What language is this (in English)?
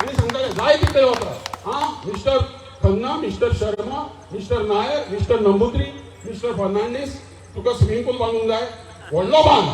Konkani